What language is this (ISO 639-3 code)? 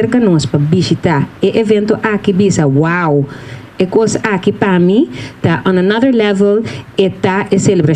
pap